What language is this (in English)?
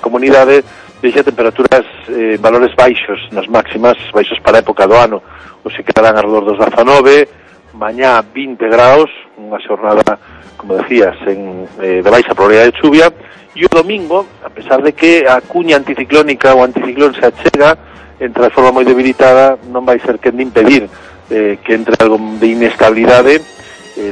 Galician